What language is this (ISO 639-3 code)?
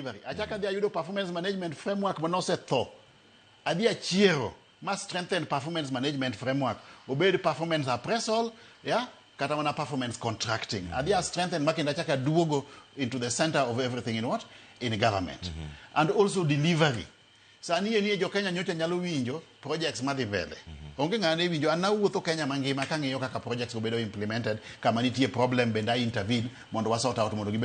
luo